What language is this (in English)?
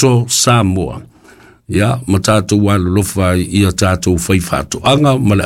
Samoan